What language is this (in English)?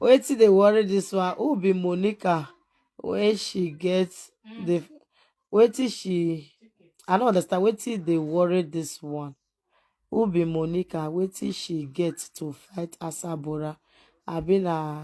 Nigerian Pidgin